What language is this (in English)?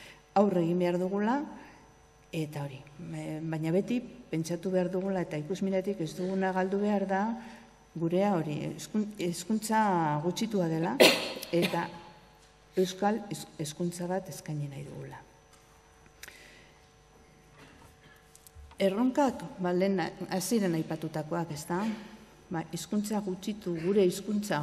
Basque